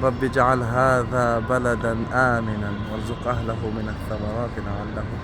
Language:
Tajik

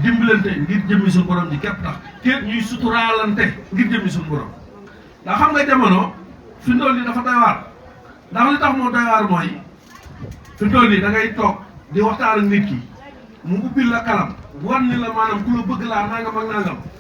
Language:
Wolof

